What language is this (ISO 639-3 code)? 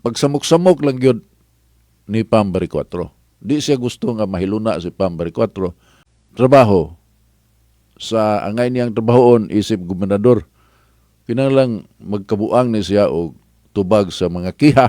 ceb